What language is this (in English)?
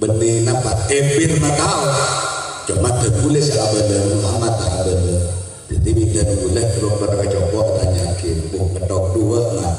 Madurese